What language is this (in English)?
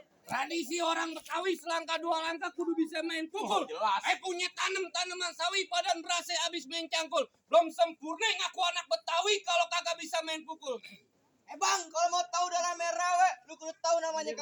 Betawi